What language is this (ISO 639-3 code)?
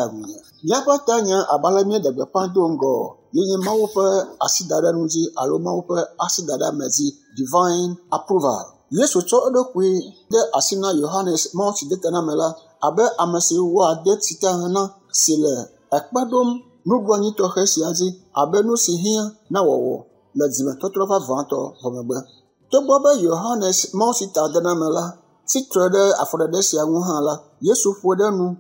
ewe